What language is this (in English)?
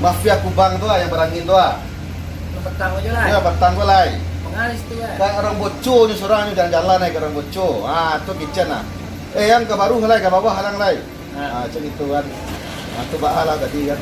Minangkabau